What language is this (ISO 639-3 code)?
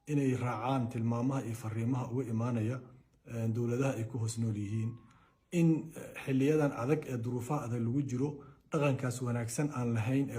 som